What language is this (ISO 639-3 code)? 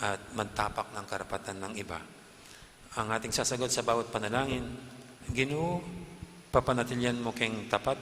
pam